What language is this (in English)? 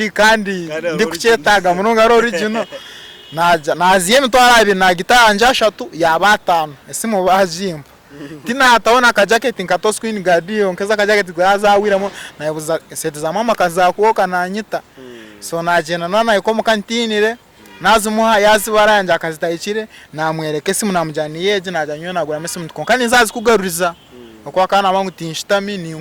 Nyankole